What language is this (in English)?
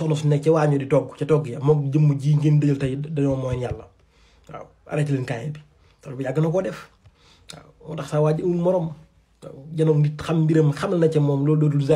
Wolof